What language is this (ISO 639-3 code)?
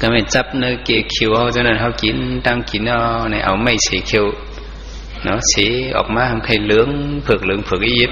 shn